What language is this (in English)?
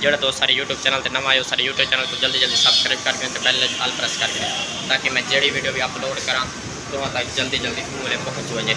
Saraiki